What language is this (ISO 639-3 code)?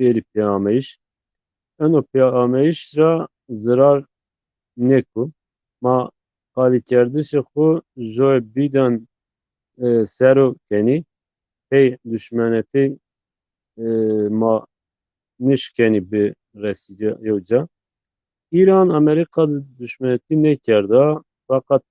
zza